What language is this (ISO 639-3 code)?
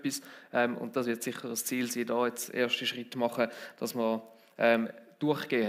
gsw